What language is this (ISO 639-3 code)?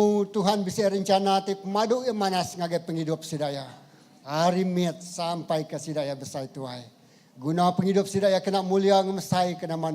iba